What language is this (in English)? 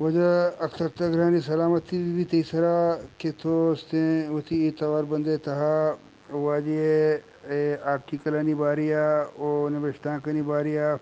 Eastern Balochi